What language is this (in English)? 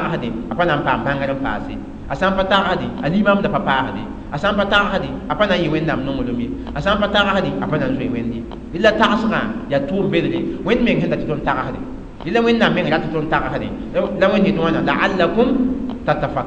Mossi